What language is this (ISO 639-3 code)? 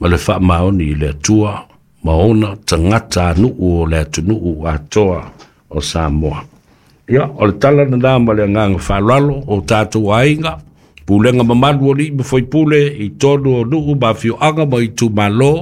smo